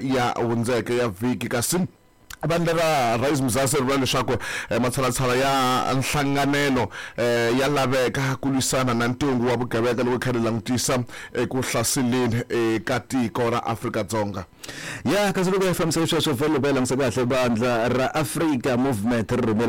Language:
Tsonga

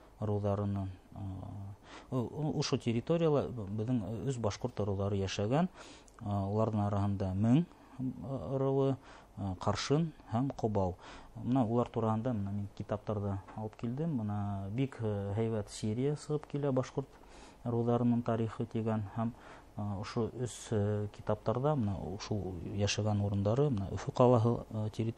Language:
Bashkir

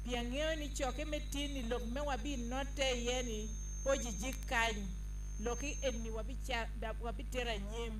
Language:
Acoli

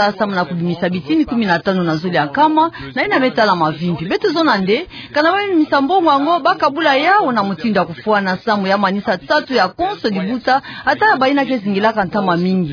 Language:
Kituba (Democratic Republic of Congo)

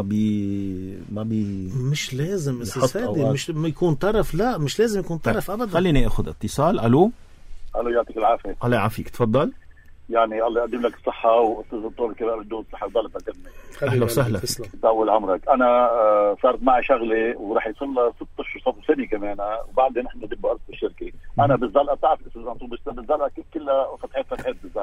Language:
North Levantine Arabic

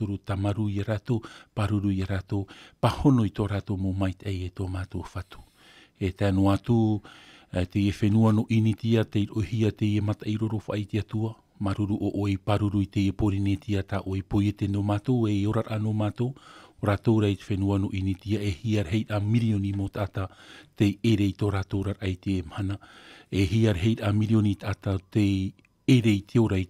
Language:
Tahitian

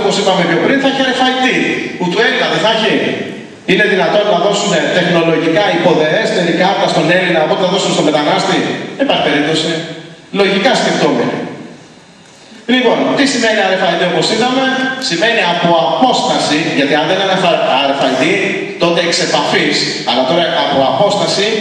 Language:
Greek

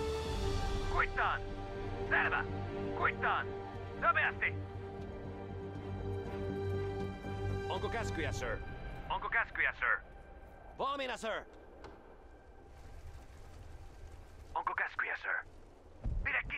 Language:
Finnish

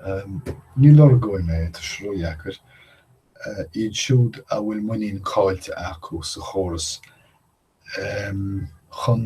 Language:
Irish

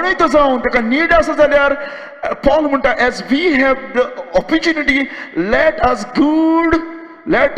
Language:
Konkani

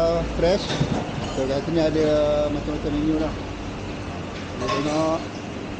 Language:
Malay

